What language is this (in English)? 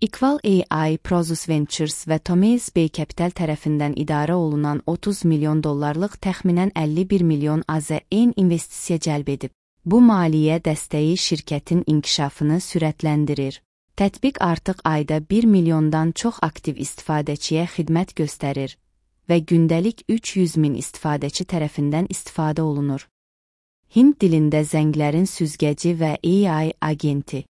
Azerbaijani